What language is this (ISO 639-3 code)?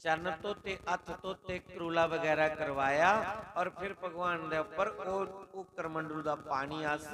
doi